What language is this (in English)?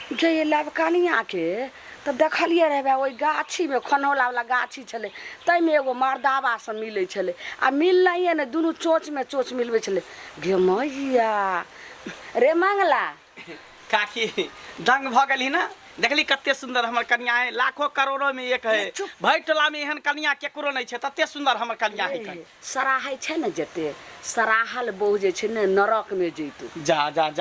Maithili